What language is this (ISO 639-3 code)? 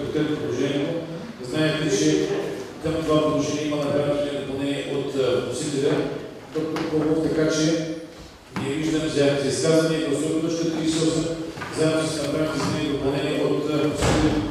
bul